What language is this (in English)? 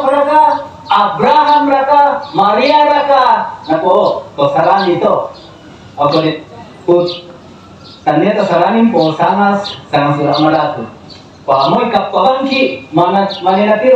Toraja-Sa'dan